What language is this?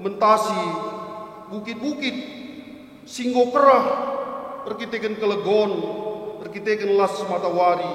Batak Karo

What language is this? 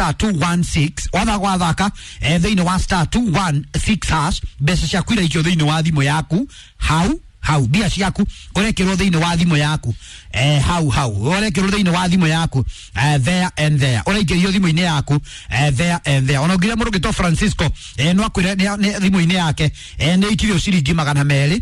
Kikuyu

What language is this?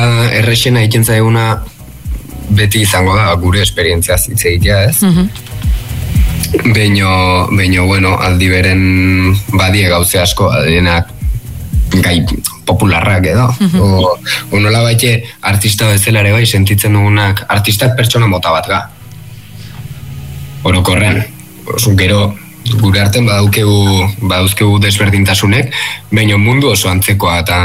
Basque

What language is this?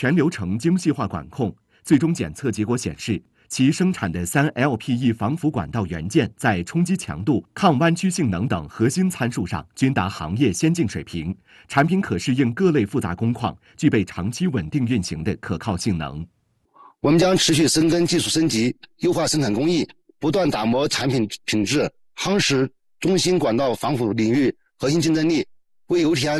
Chinese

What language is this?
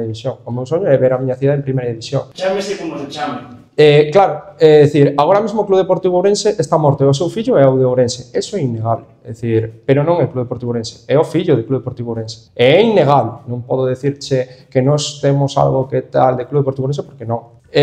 Galician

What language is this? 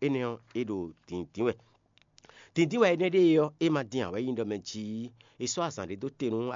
Fon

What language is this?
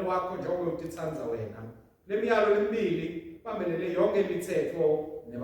Swati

